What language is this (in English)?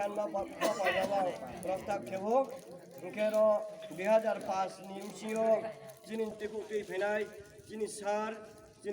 Kok Borok